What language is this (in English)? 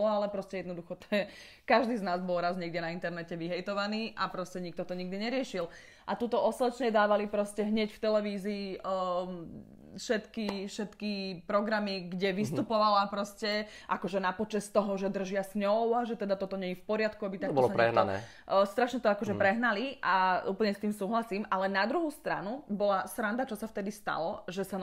Slovak